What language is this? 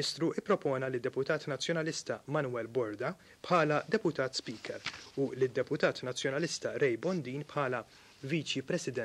Maltese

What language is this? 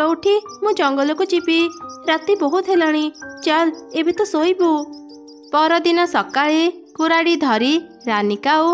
Odia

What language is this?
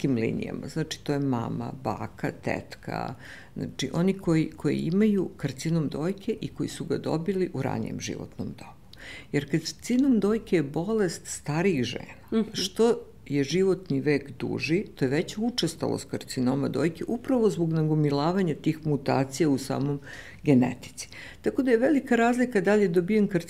Serbian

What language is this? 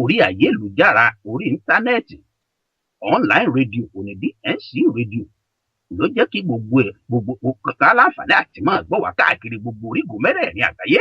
Yoruba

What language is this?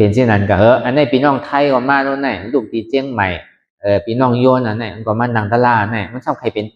Shan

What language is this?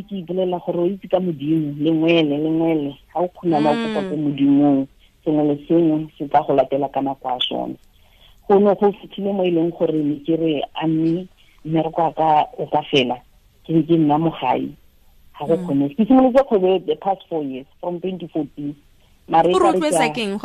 Tswana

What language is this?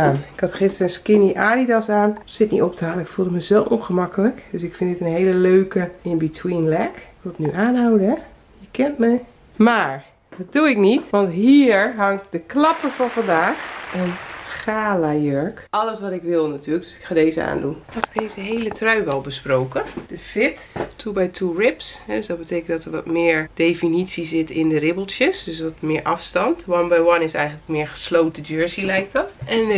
Dutch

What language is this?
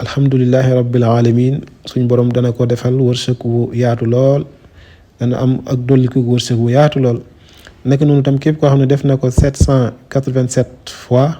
Wolof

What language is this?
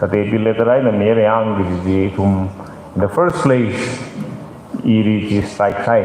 Tangkhul Naga (India)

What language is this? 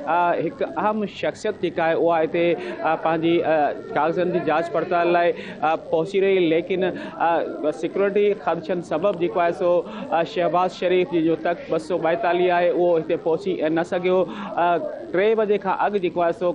Sindhi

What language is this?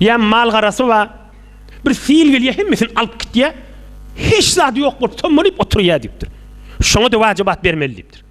Turkmen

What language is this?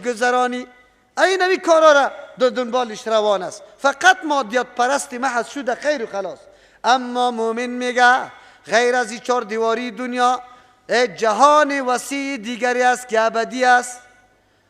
Persian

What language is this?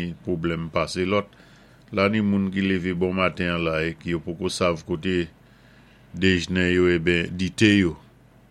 Saint Lucian Creole French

